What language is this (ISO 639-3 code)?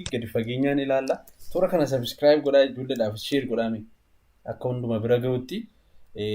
orm